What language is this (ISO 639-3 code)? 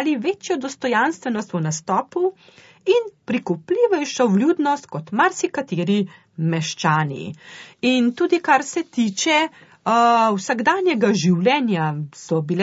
slv